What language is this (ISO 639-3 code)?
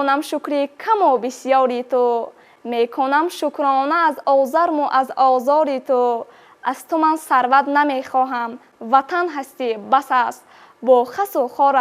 tgk